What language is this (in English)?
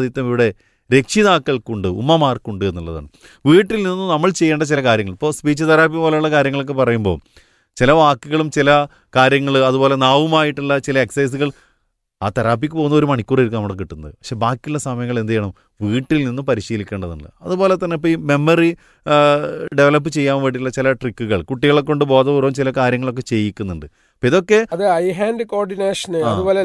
Malayalam